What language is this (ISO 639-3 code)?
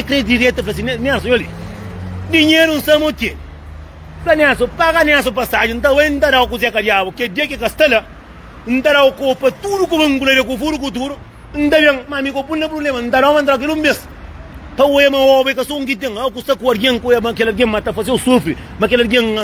kea